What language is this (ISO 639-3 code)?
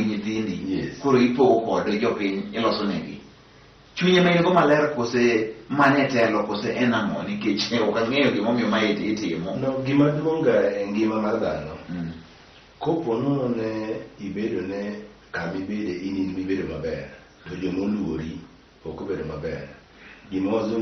luo